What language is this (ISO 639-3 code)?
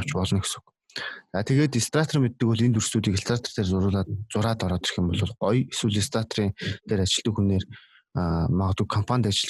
mon